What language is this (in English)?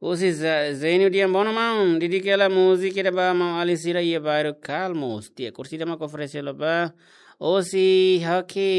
Tetum